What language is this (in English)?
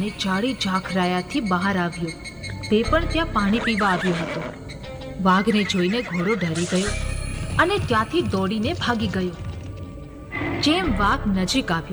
Gujarati